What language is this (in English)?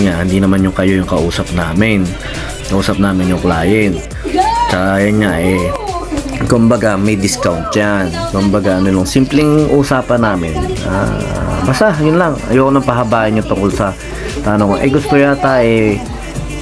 Filipino